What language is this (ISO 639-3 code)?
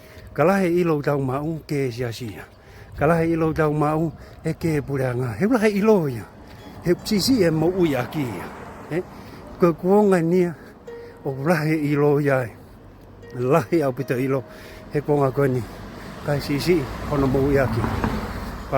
ton